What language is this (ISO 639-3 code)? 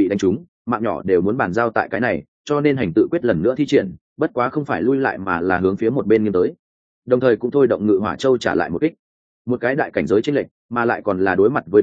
vie